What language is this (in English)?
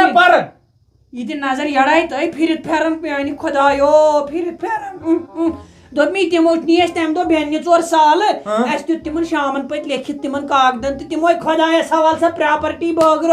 Kashmiri